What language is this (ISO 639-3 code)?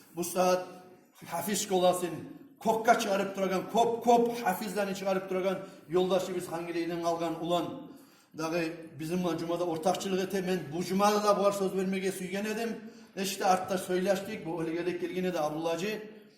kum